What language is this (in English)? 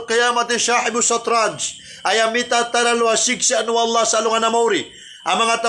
Maranao